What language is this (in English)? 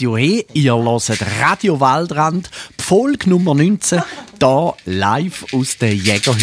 Swiss German